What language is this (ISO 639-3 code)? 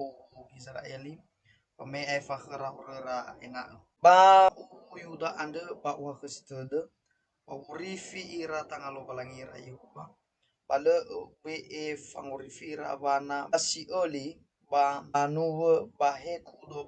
nia